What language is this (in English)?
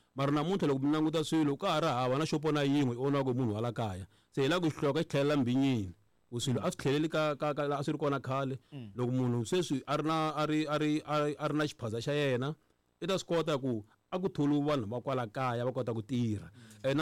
Tsonga